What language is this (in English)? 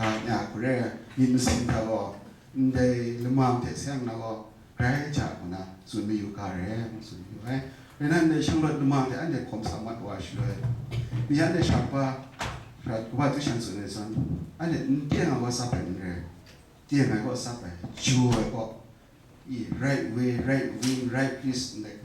Kachin